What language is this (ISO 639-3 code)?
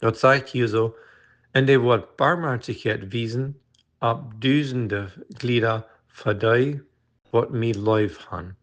pdt